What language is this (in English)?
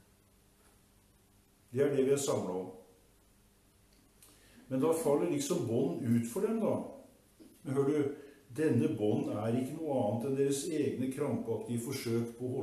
Norwegian